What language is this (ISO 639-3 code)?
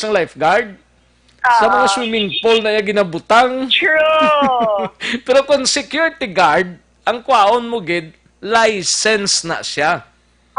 hil